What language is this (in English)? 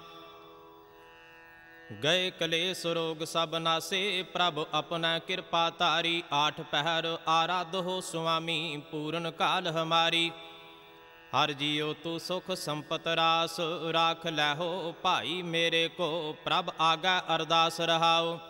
Punjabi